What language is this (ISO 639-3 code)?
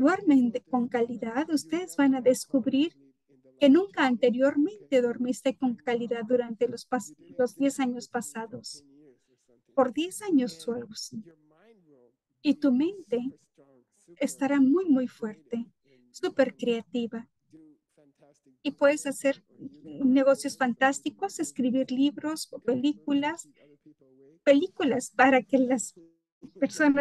spa